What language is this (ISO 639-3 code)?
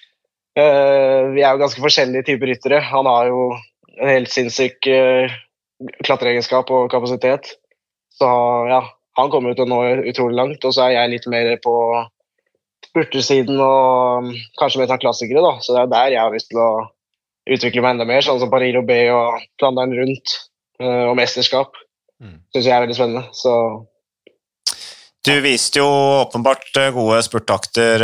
nor